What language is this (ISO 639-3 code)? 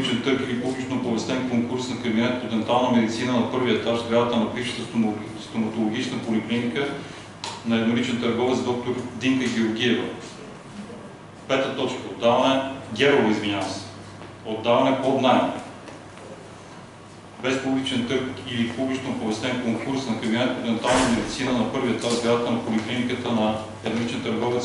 bul